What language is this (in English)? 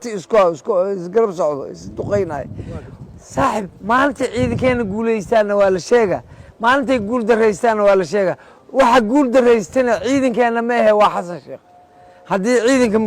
Somali